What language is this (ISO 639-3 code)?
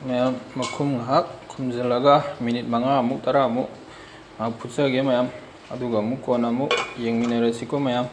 mni